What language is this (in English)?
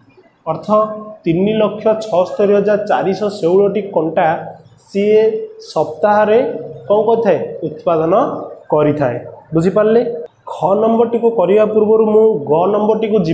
Odia